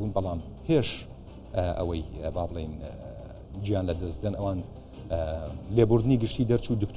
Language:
Central Kurdish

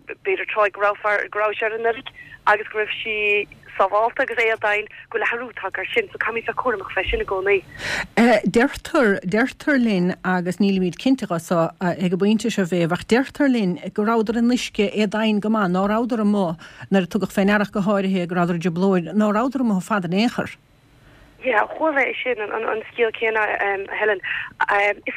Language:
Irish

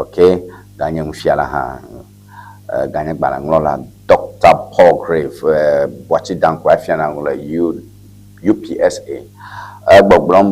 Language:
Ewe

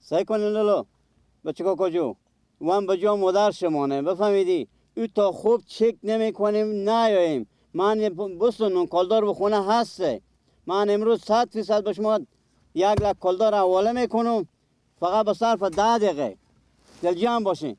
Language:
Persian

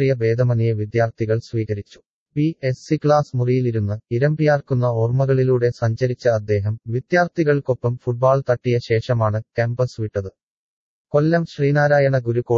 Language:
Malayalam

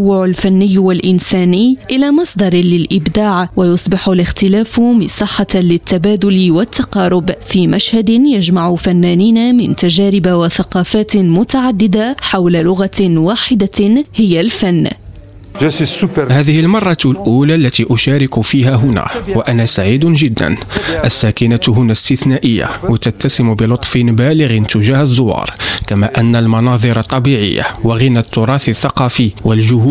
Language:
Arabic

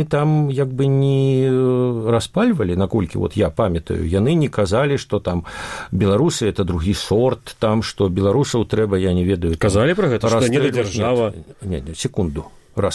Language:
Belarusian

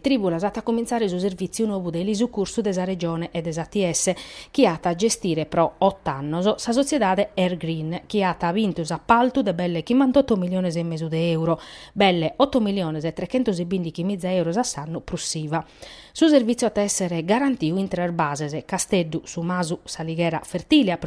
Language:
Sardinian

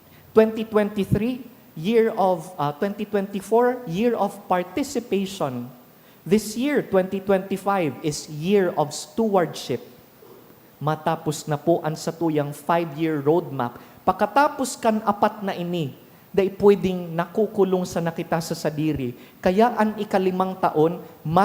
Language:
Bikol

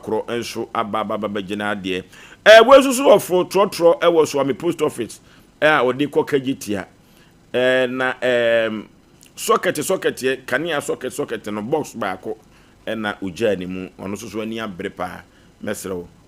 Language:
Akan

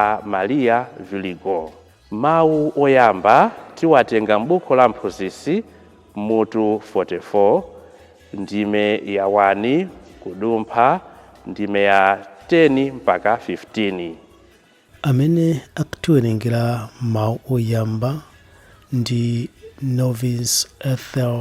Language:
Nyanja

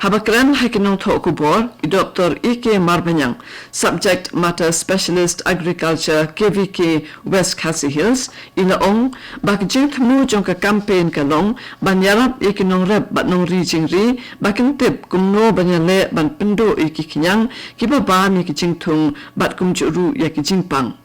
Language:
Khasi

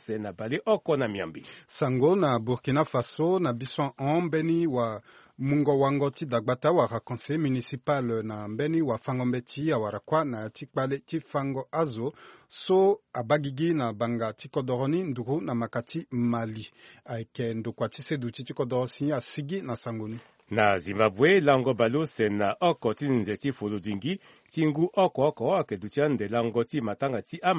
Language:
Sango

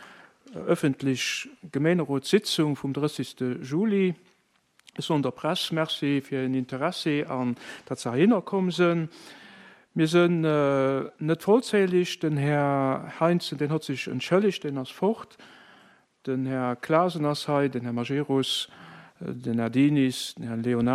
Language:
Luxembourgish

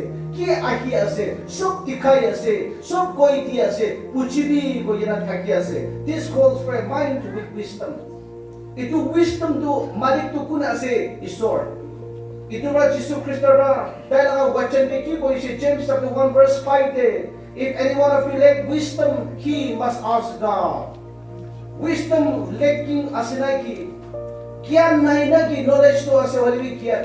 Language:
Naga Pidgin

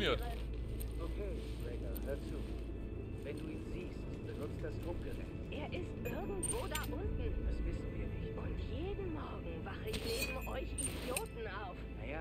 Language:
German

